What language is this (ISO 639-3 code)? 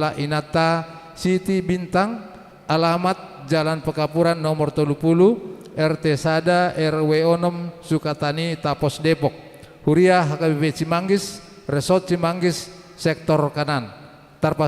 bbc